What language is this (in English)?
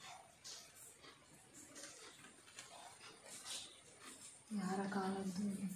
Kannada